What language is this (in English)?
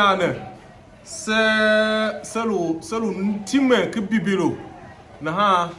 Tiv